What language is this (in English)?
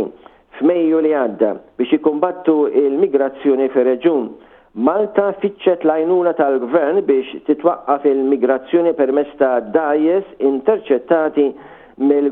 Maltese